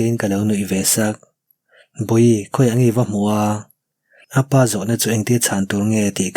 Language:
Mizo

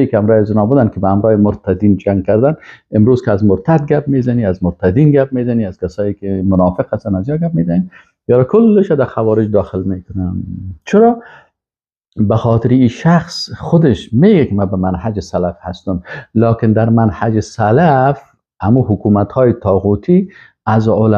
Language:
Persian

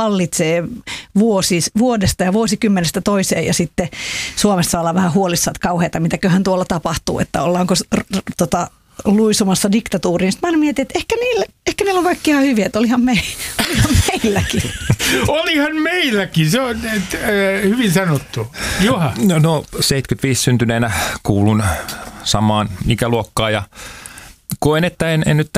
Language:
Finnish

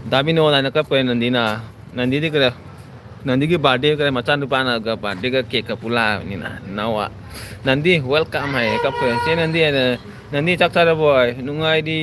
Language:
Manipuri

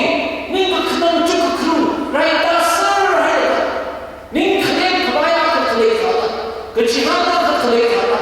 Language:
Tangkhul Naga (India)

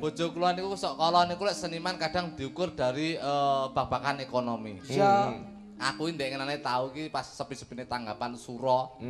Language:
Javanese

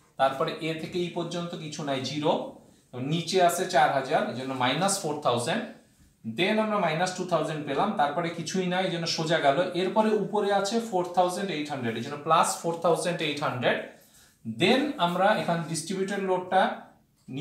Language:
Bangla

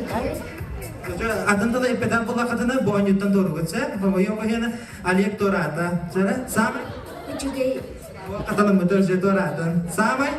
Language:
Yakut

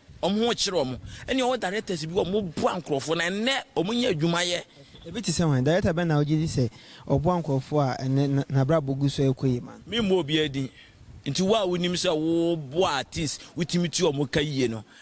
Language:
Akan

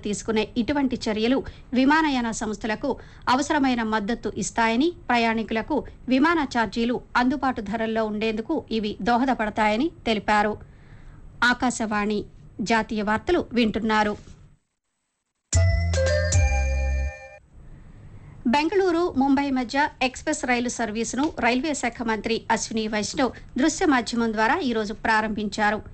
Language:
Telugu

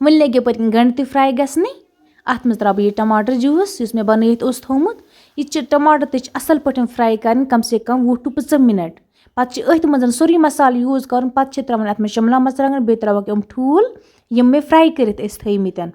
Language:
Kashmiri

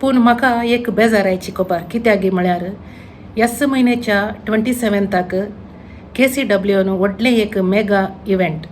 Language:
Konkani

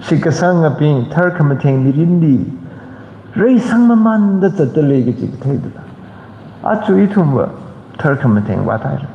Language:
Tangkhul Naga (India)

